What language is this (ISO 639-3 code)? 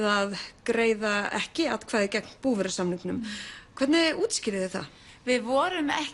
isl